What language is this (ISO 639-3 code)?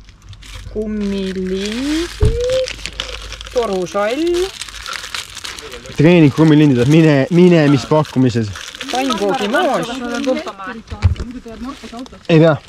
est